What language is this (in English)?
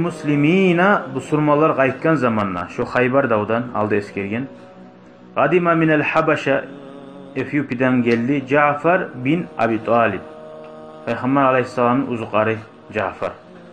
Kumyk